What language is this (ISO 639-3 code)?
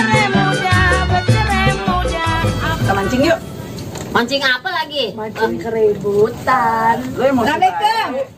bew